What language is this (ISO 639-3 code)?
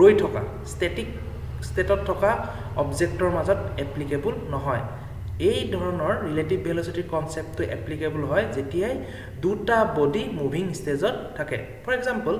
asm